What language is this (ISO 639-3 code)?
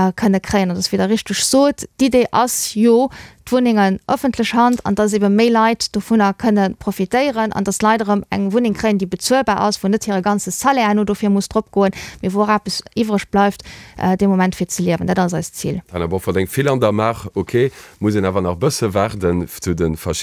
ltz